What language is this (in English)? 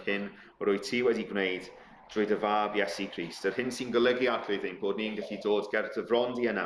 Welsh